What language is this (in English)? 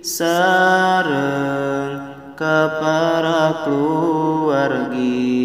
Sundanese